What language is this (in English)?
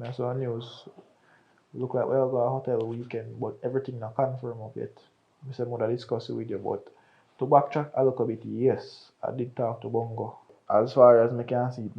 Jamaican Creole English